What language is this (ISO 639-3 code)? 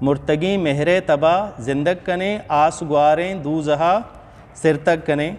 bgp